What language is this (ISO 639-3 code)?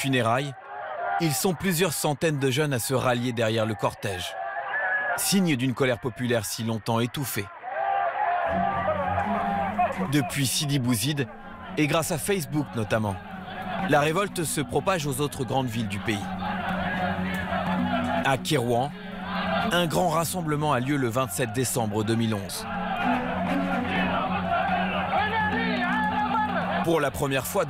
fra